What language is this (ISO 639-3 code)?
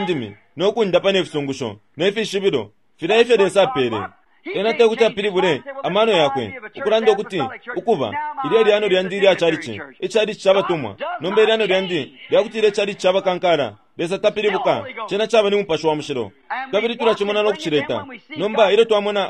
bem